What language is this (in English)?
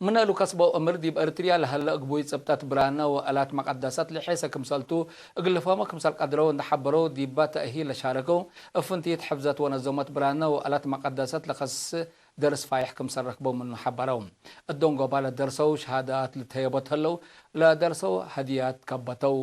Tigre